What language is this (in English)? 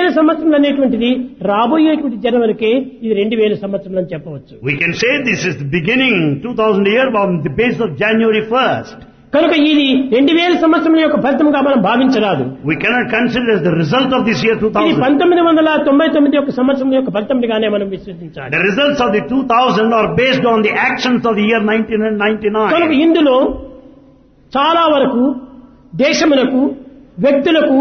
Telugu